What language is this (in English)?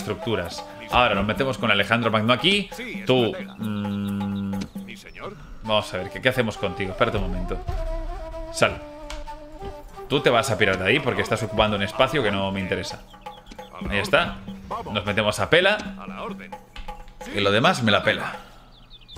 Spanish